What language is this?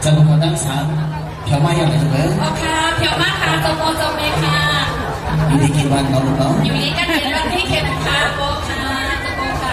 Shan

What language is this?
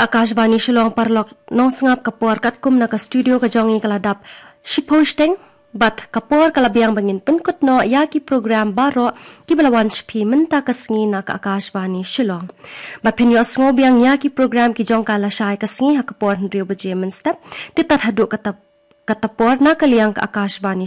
Khasi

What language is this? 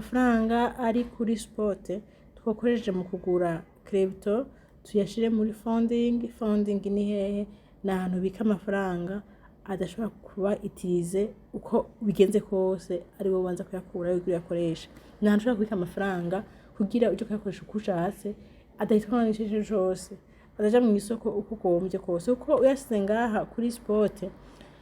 Rundi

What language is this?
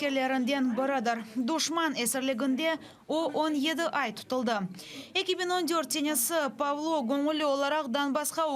Crimean Tatar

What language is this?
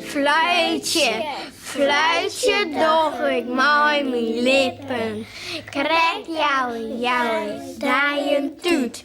Western Frisian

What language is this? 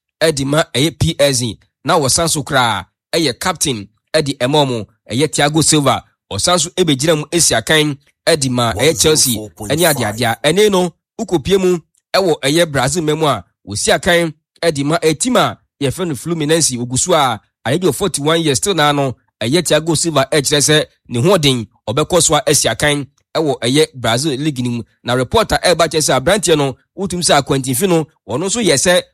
Akan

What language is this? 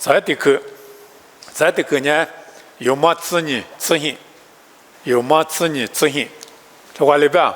Lisu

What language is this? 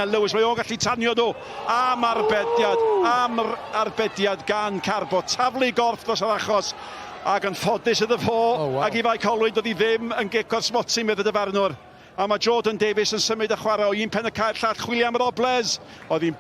Welsh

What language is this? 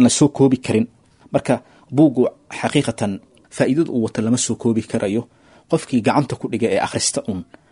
Somali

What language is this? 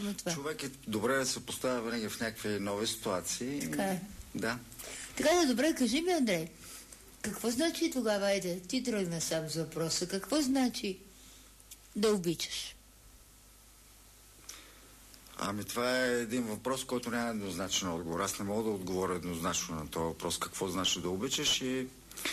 Bulgarian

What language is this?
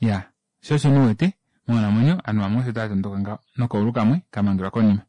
Kuanyama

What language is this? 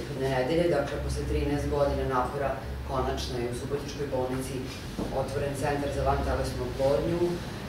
Serbian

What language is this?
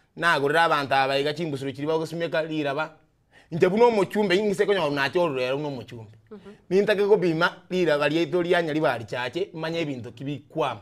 Gusii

